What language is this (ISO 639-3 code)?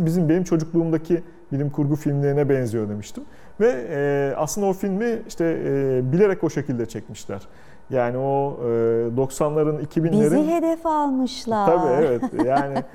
tur